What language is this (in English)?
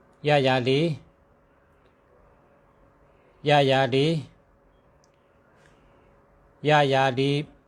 Shan